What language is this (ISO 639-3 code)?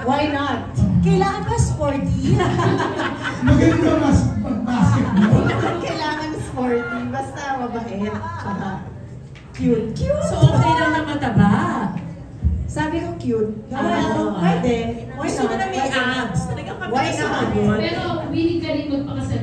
fil